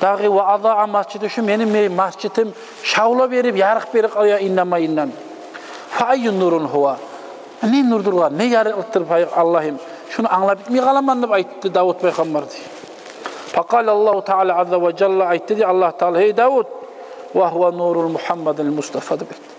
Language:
Kumyk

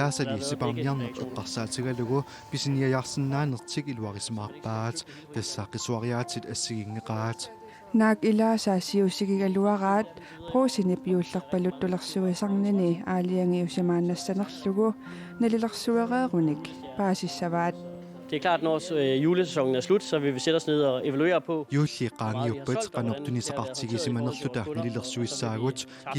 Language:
Kalaallisut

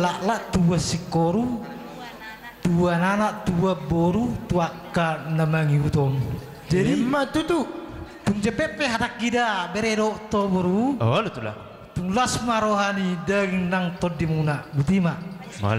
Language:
Batak Toba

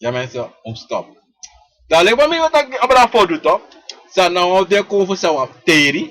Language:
Sranan Tongo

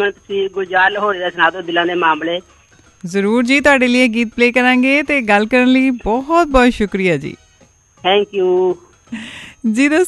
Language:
Punjabi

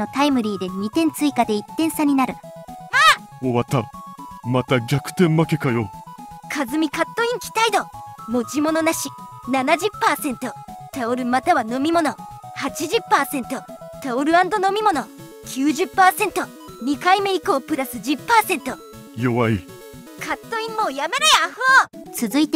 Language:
Japanese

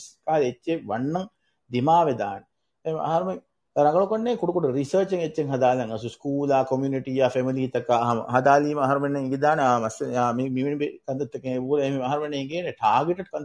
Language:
Divehi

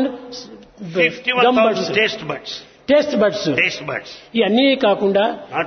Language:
Telugu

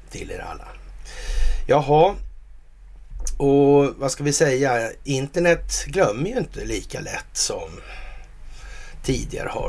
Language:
Swedish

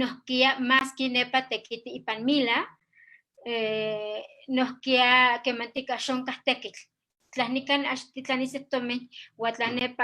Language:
Eastern Huasteca Nahuatl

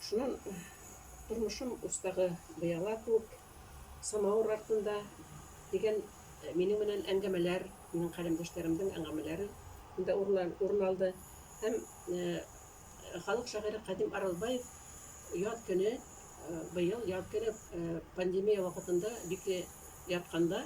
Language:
Bashkir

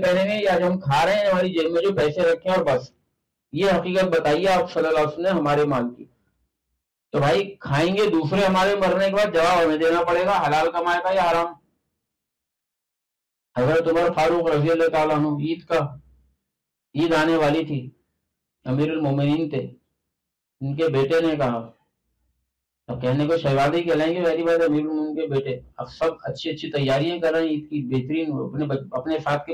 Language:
Urdu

